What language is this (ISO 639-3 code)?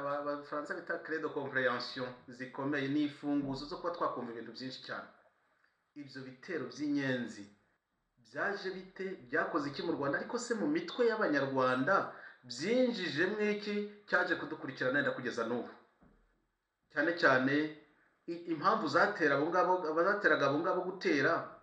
kin